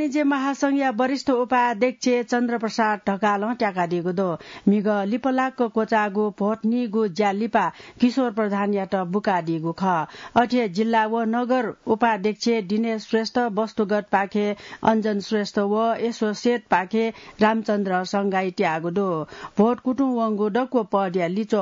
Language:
Newari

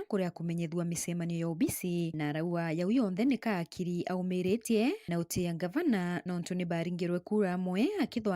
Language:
Meru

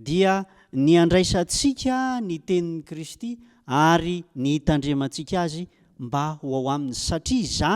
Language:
Malagasy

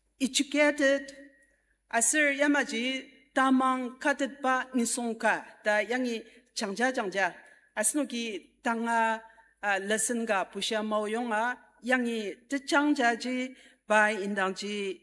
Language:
Ao Naga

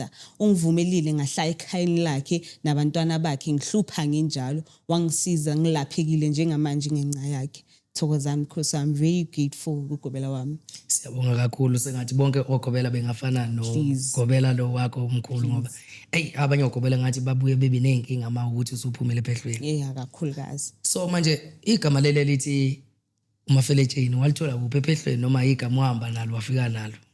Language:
Zulu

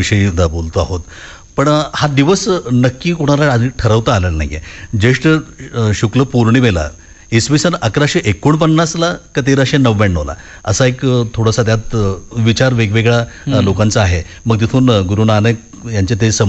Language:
Marathi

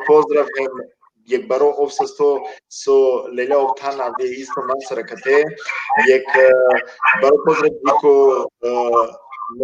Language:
Balkan Romani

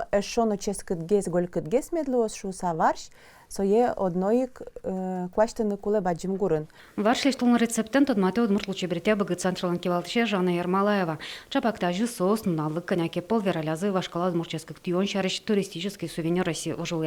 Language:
Udmurt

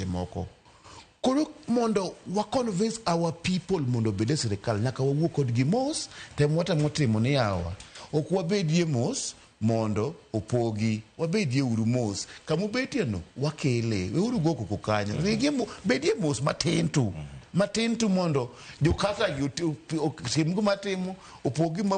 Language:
Luo (Kenya and Tanzania)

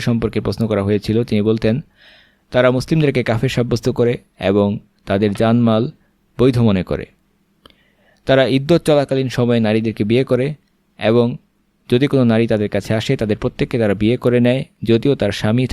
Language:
Bangla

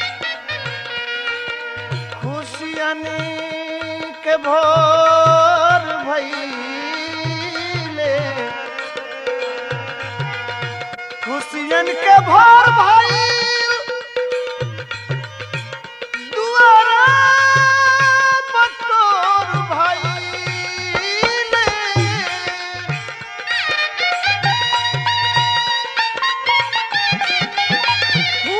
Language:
Bhojpuri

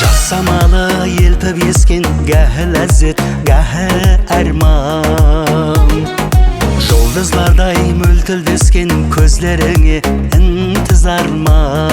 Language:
Kara-Kalpak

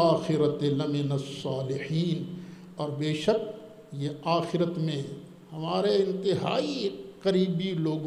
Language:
Urdu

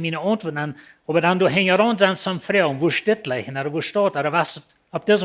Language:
Plautdietsch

